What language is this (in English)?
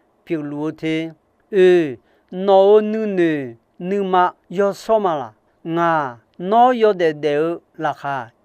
Akha